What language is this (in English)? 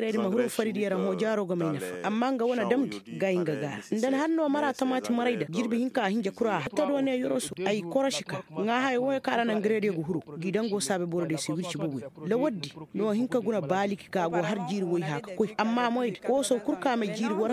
Koyraboro Senni